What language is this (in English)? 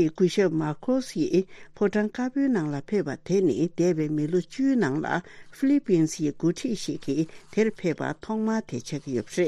Tibetan